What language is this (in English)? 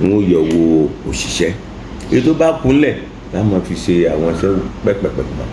Yoruba